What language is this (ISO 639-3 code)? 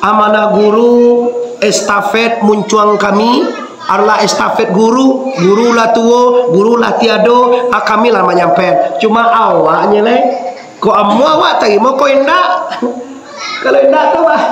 min